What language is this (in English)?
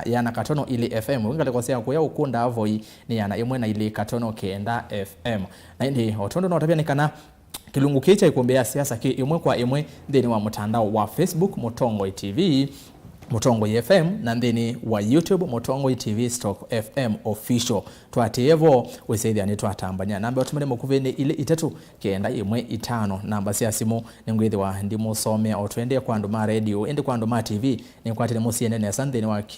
Kamba